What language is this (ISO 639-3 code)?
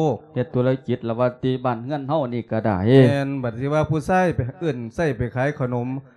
lao